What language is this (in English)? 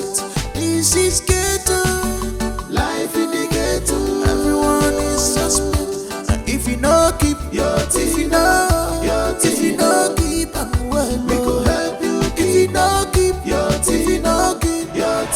Nigerian Pidgin